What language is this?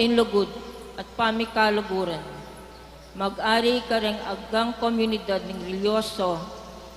Pampanga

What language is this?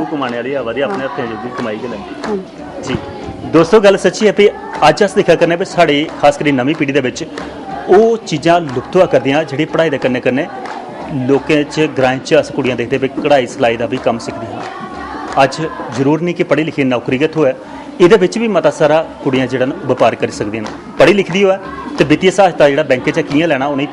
Dogri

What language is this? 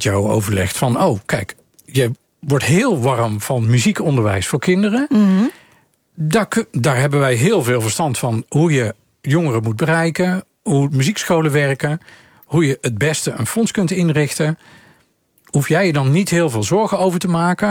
Dutch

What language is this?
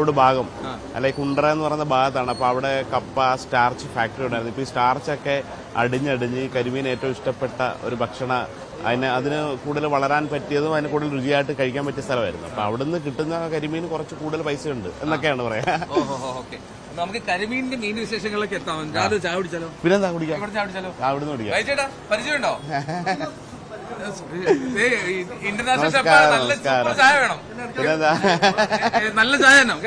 Malayalam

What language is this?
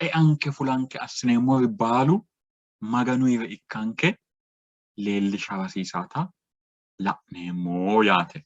Sidamo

